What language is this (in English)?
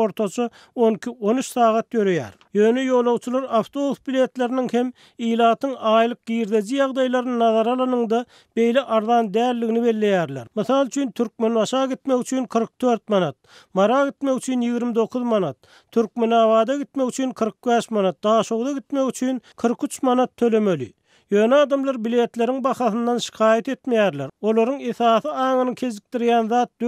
Turkmen